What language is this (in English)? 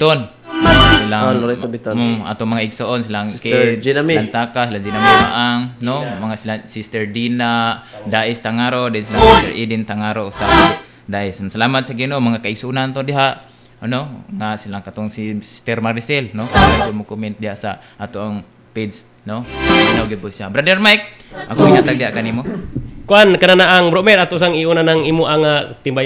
Cebuano